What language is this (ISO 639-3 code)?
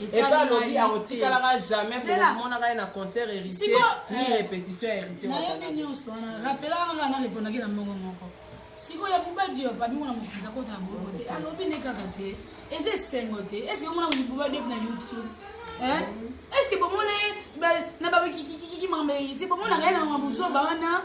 lin